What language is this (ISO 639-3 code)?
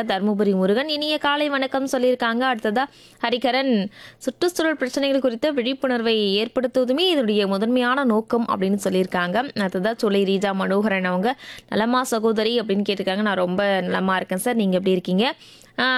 tam